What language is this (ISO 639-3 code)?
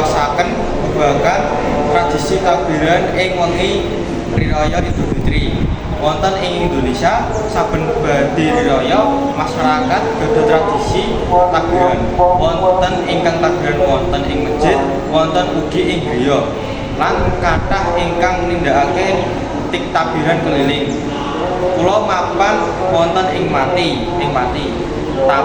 jav